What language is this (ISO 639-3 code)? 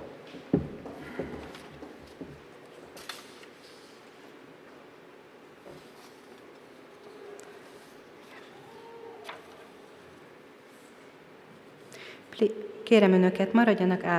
hun